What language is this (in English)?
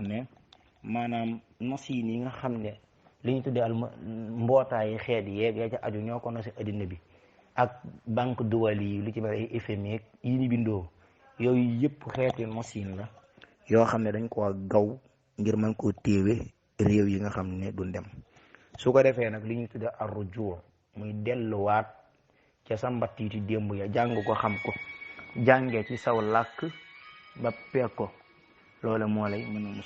Wolof